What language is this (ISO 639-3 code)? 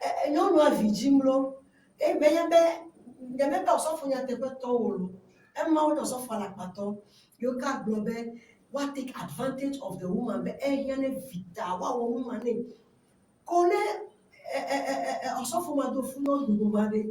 ewe